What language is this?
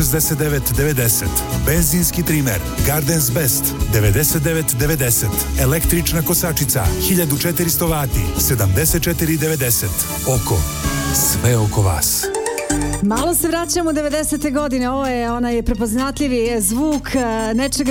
Croatian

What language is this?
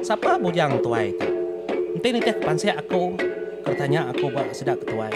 Iban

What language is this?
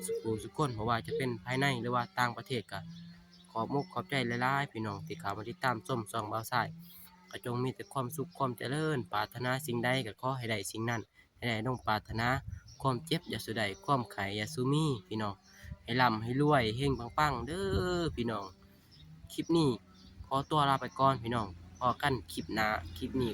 Lao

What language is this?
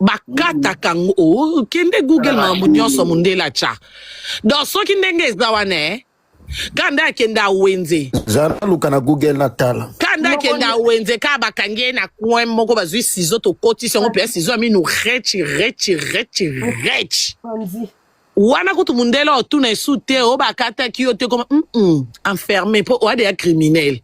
Lingala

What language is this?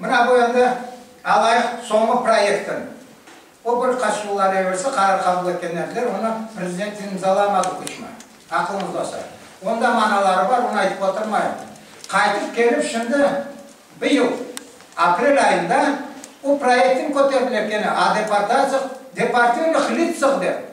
Crimean Tatar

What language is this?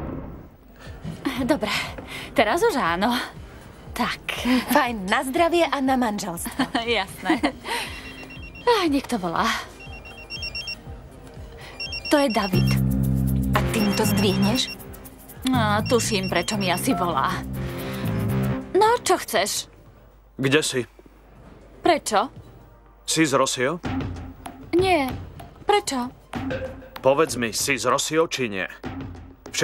Slovak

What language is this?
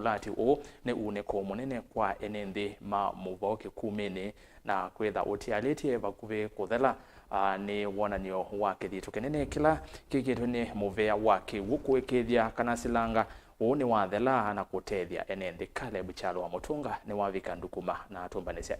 Kamba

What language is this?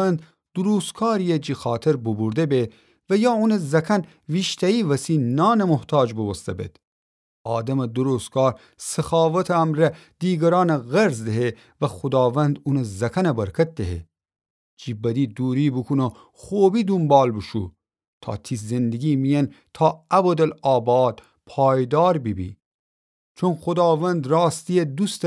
Gilaki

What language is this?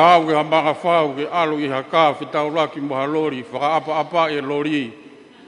Tongan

